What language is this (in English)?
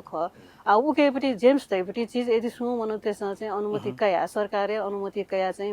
Newari